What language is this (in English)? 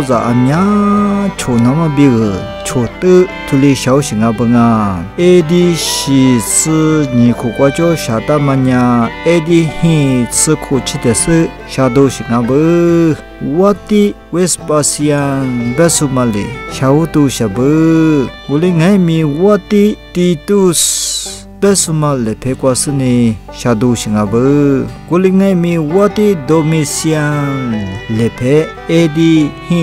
Lisu